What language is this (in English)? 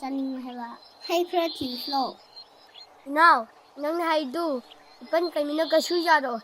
Manipuri